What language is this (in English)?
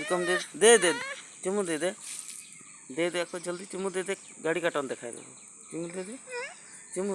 Santali